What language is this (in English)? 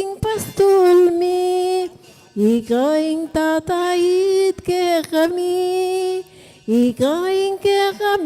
Pampanga